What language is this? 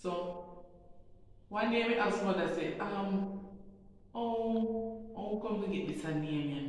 Jamaican Creole English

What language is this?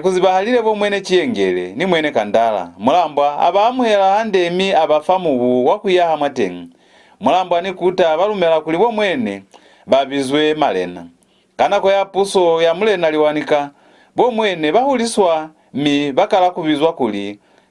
Lozi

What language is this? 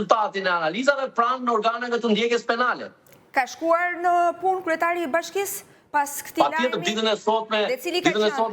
Albanian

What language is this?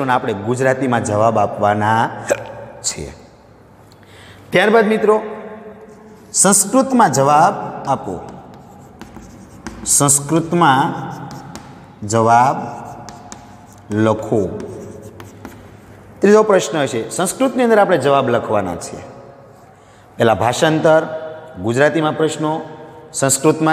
Gujarati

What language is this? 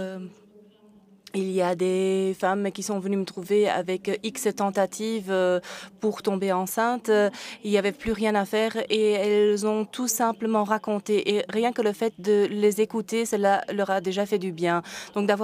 French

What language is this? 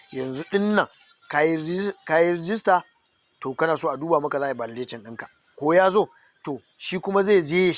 Hausa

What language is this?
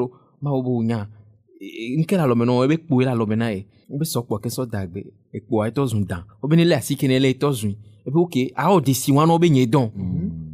Ewe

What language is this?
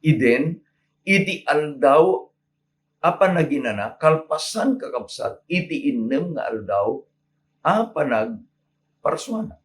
Iloko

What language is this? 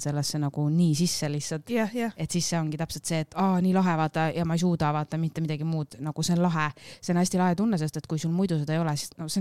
Estonian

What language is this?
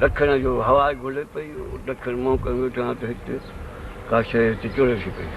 Sindhi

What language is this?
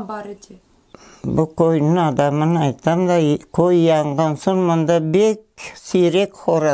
Crimean Tatar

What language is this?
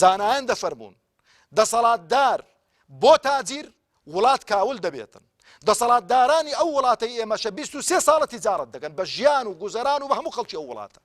Central Kurdish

